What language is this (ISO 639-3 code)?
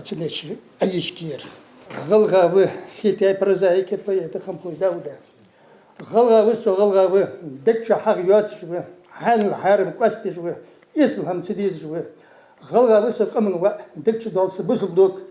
inh